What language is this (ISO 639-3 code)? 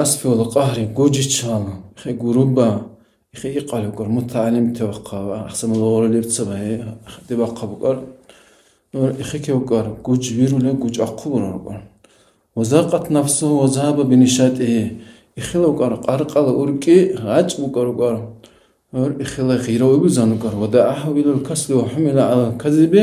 dar